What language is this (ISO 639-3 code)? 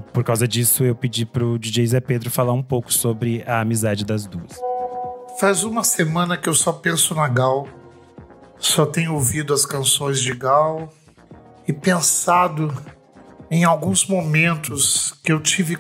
por